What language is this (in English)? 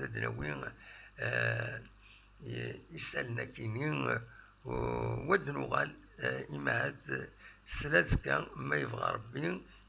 Kabyle